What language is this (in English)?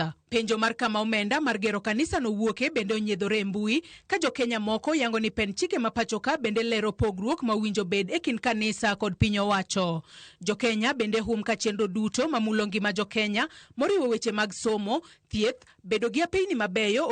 Luo (Kenya and Tanzania)